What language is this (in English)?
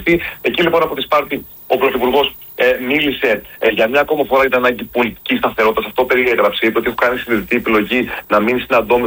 Greek